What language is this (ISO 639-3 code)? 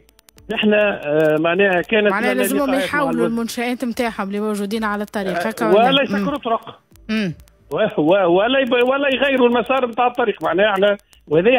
aeb